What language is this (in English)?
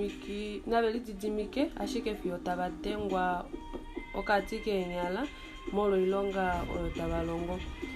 Kuanyama